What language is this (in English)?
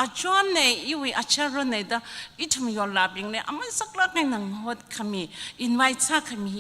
Tangkhul Naga (India)